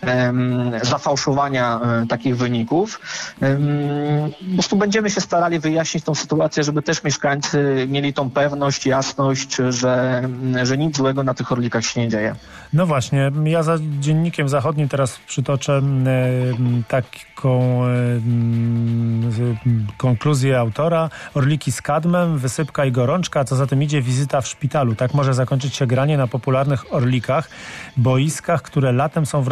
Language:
Polish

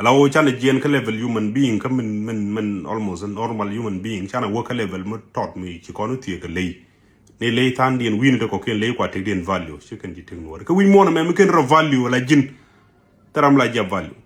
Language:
Nuer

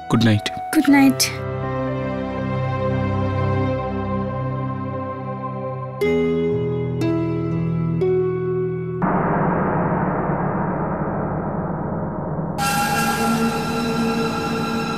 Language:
Bangla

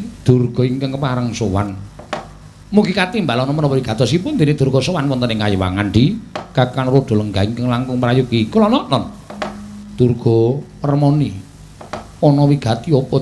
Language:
Javanese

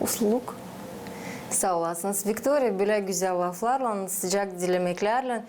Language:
Gagauz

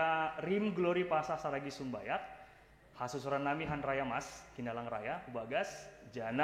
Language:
Batak Simalungun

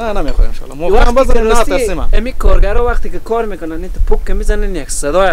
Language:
Persian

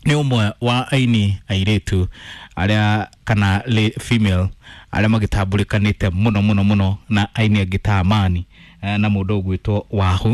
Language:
Kikuyu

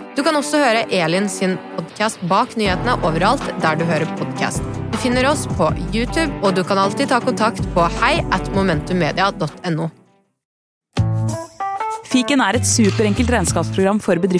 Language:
Norwegian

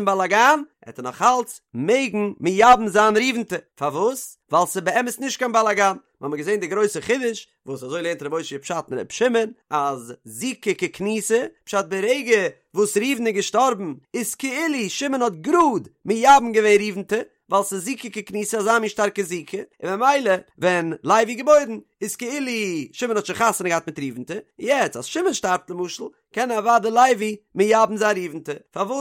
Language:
Yiddish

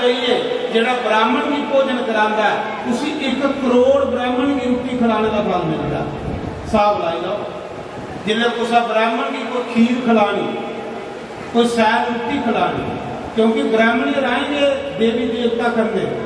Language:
Dogri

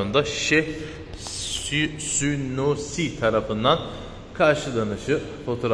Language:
Turkish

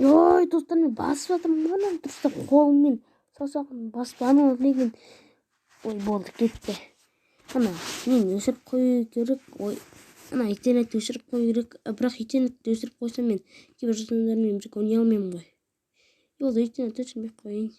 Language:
Kazakh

